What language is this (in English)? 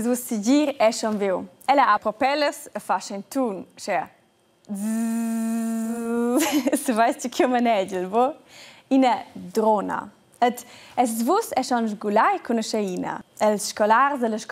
Romansh